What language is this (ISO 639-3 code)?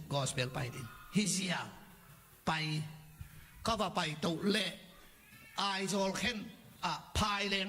ctd